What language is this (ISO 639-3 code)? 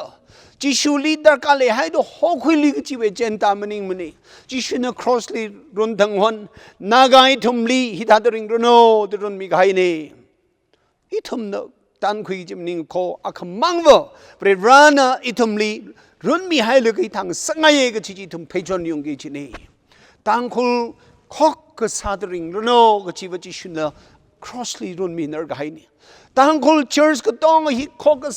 nmf